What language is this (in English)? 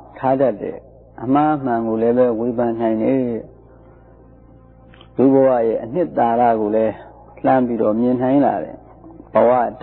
Burmese